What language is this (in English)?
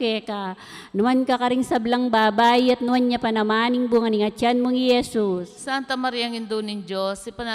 Pampanga